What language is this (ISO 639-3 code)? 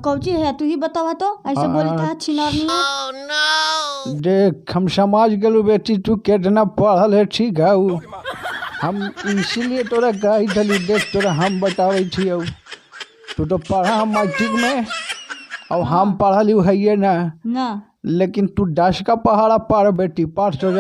mag